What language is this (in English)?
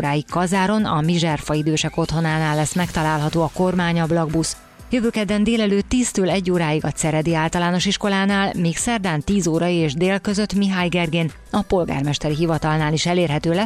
Hungarian